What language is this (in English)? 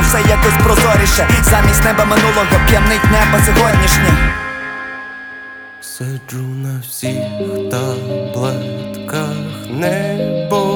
Ukrainian